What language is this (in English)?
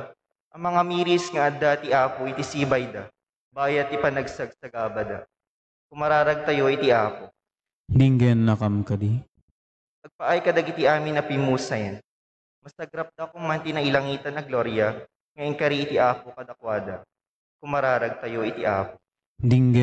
Iloko